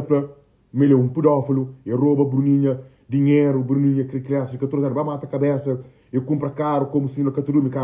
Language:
Kabuverdianu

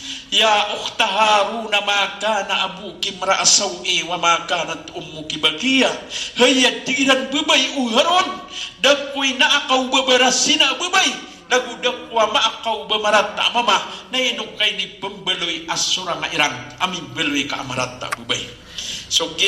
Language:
Maranao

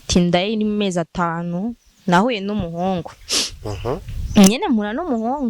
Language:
Rundi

